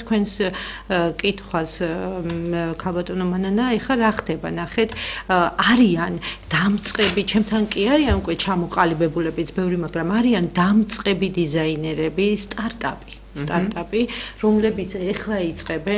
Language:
Georgian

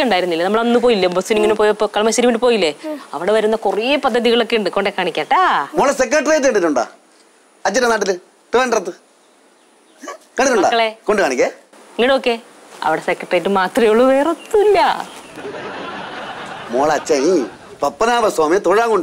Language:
Malayalam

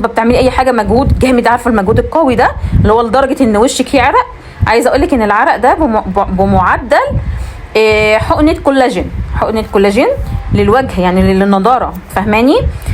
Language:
Egyptian Arabic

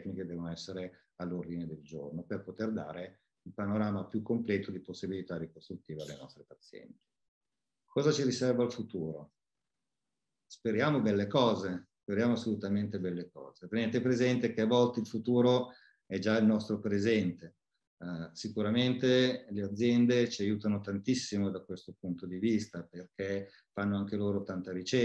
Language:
Italian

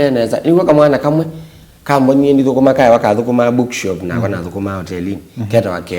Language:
Kamba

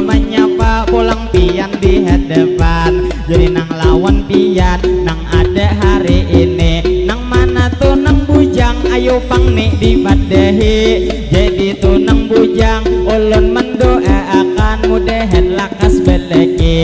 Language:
Banjar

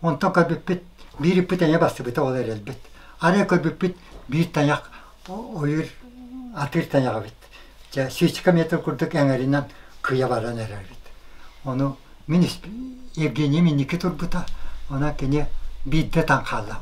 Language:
Yakut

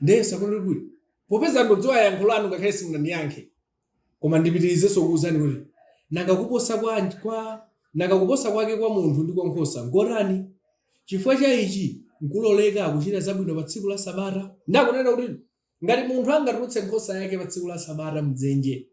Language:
Nyanja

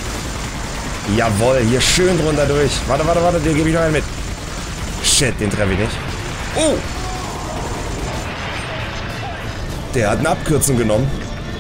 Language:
German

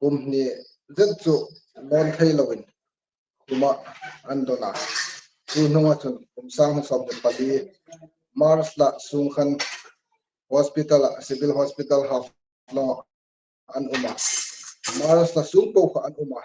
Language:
Hmar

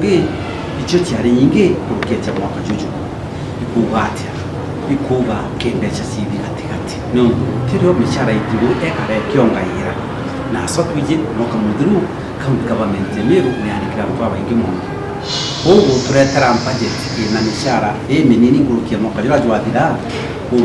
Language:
Meru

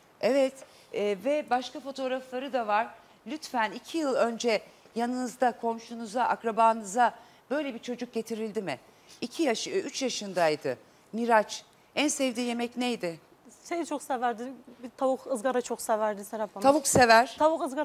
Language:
Turkish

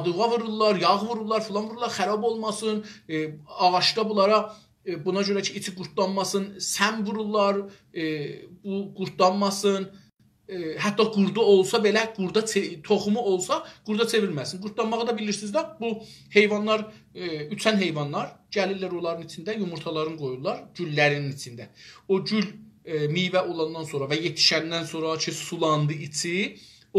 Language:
South Azerbaijani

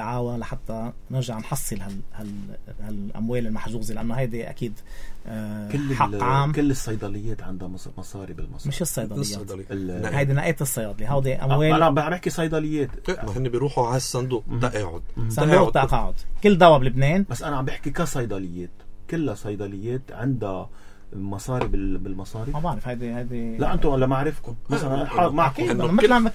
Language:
North Levantine Arabic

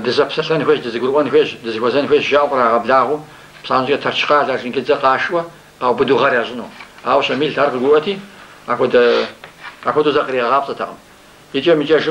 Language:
Kabardian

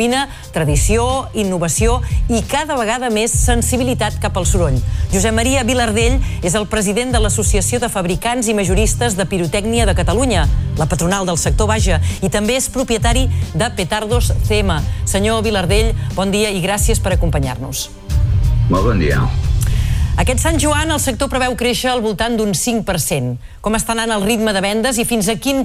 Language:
Catalan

